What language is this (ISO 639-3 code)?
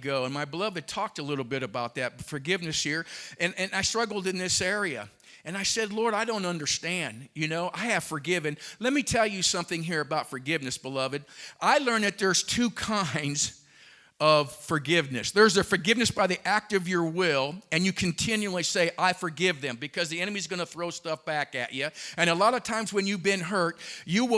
eng